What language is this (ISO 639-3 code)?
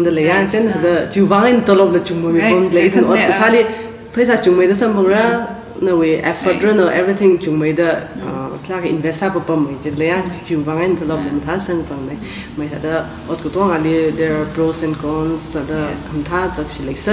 nmf